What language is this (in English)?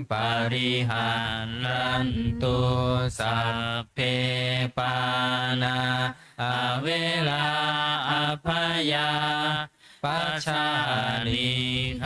Pali